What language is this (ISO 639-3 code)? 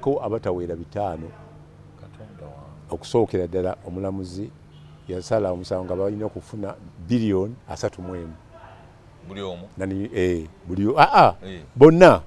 lug